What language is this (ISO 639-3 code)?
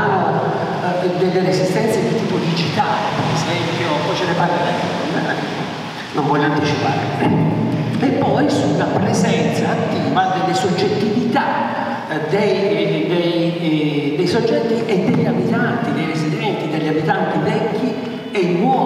ita